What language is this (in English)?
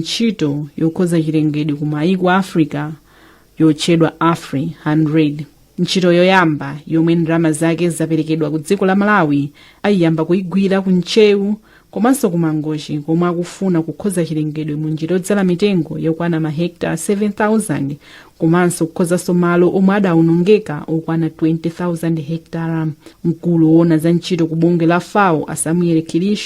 Nyanja